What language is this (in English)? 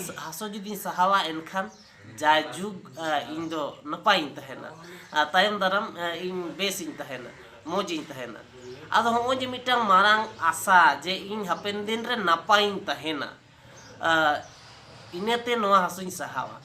Santali